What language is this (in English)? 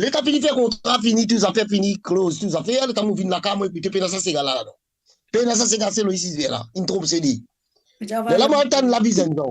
Morisyen